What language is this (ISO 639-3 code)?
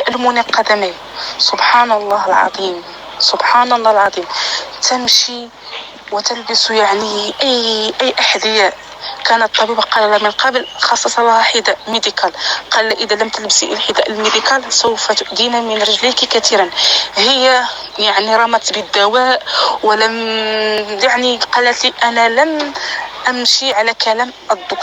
apc